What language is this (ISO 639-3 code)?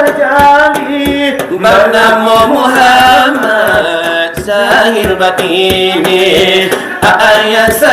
min